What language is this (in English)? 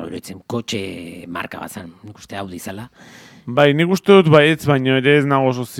Basque